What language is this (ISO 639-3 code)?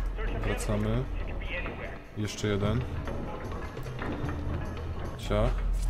pol